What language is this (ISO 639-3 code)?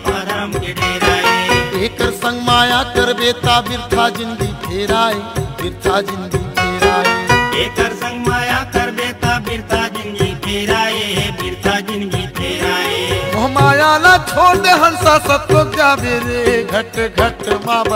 hne